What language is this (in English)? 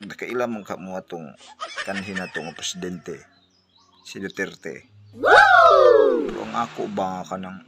Cebuano